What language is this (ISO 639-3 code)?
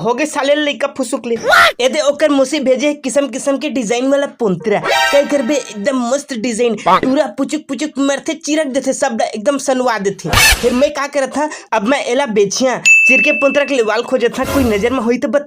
hne